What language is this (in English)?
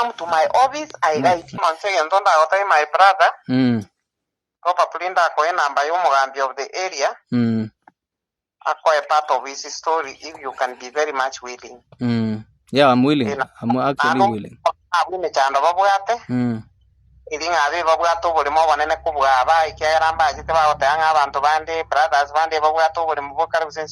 Gusii